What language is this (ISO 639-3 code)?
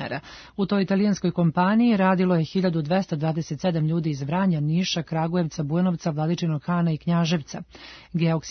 srp